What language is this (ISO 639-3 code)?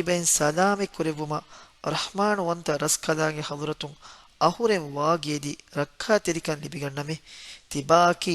div